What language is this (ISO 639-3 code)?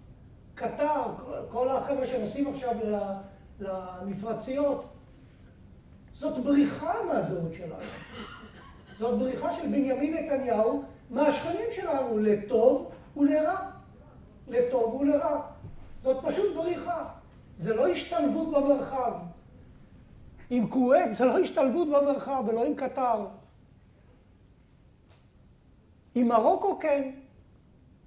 heb